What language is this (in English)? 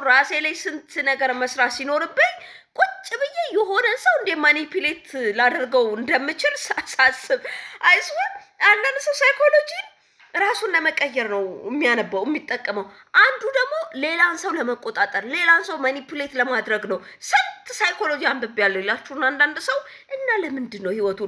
Amharic